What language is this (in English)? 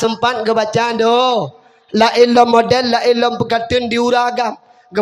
Achinese